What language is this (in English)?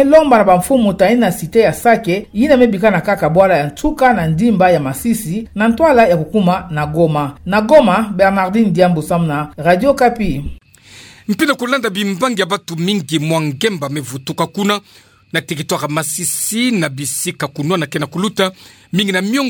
Kituba (Democratic Republic of Congo)